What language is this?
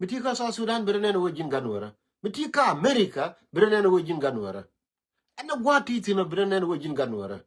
Nuer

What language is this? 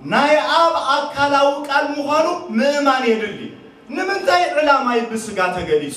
Tigrinya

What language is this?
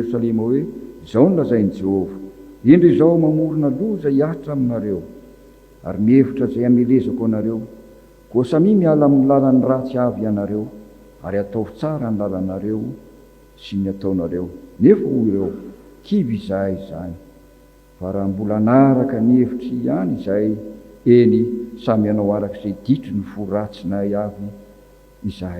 Malagasy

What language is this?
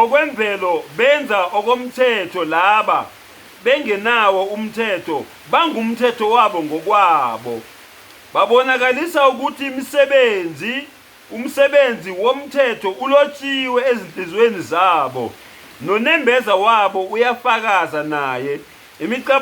Zulu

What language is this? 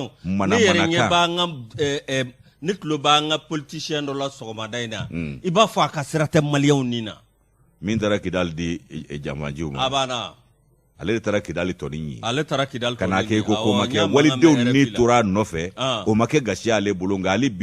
Bambara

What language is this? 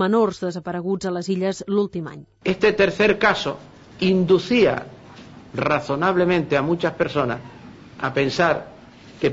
Catalan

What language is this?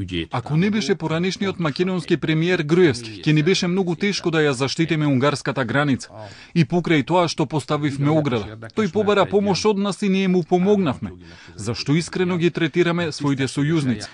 Macedonian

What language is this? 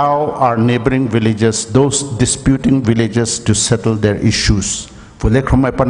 Poumei Naga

